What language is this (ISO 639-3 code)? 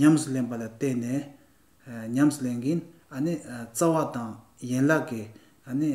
bod